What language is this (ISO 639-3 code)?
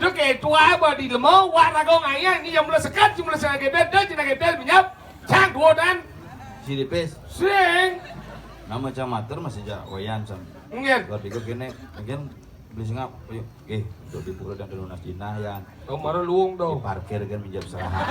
ban